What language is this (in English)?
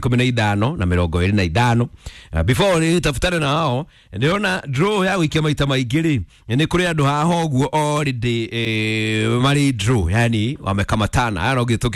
Kikuyu